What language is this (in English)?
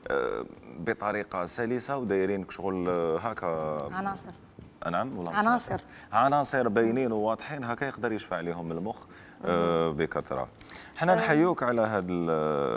Algerian Arabic